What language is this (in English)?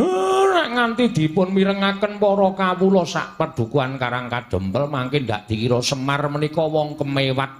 Javanese